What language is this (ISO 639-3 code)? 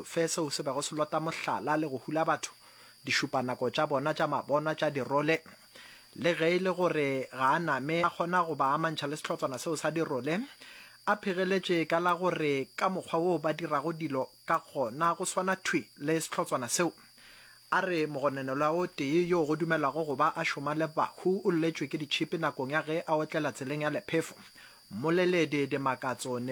nso